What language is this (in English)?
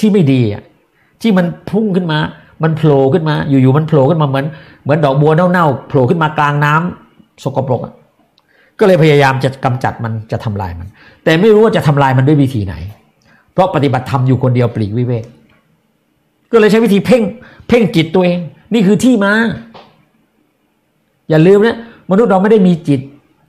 Thai